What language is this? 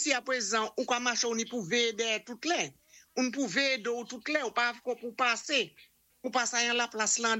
Saint Lucian Creole French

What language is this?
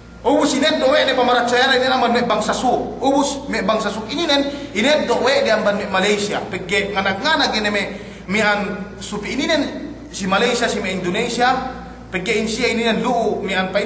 Yakan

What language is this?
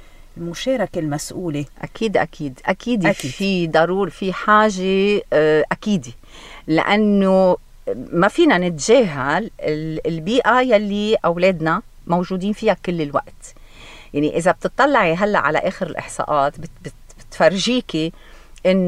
North Levantine Arabic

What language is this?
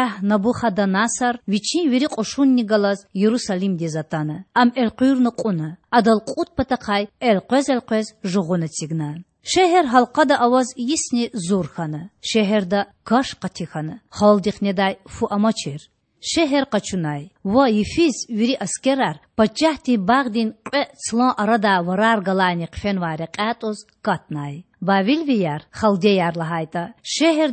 Lezghian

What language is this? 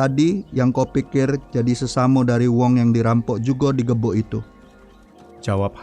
Musi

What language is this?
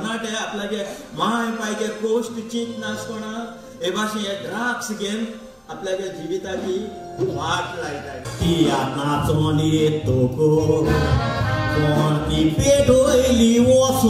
Konkani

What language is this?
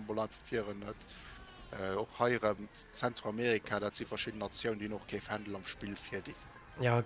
Luxembourgish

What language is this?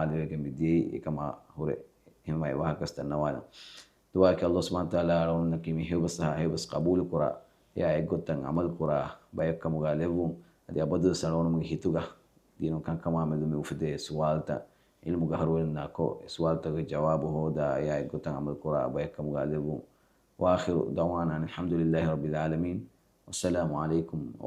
Divehi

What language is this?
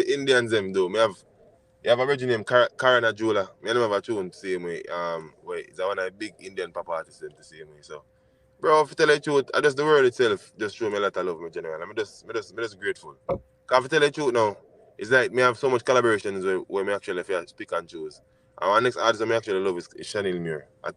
Jamaican Creole English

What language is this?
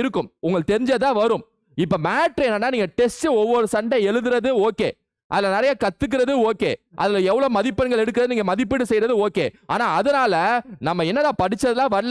Tamil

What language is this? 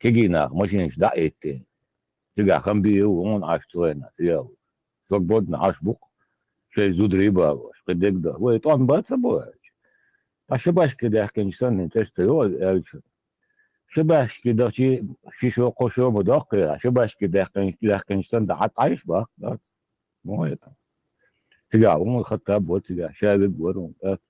Chechen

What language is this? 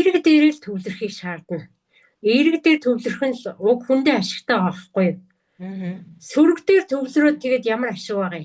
Mongolian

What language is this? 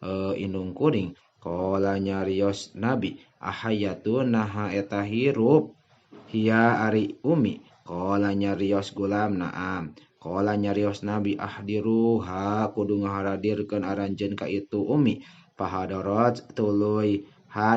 Sundanese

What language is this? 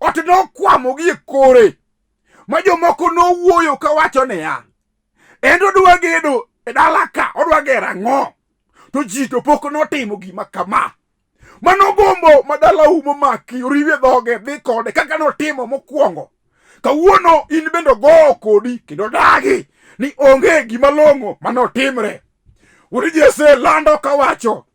Luo (Kenya and Tanzania)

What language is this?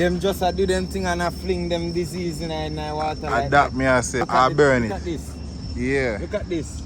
Jamaican Creole English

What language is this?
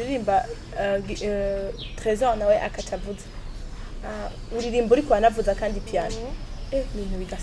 Rundi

